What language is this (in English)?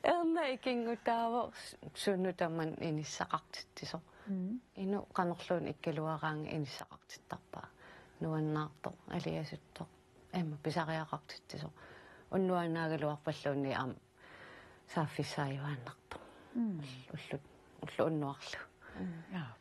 Kalaallisut